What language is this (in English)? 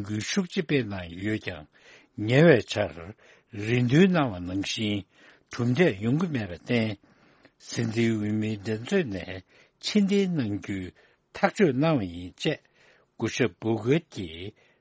Tibetan